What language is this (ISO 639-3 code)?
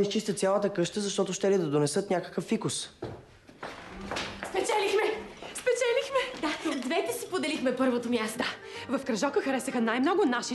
bul